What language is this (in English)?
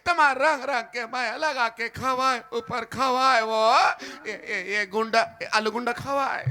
Chhattisgarhi